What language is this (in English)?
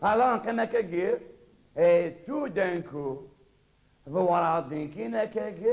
Kabyle